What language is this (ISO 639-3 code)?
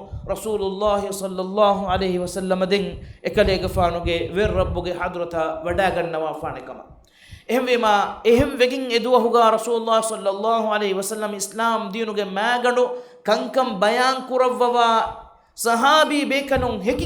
div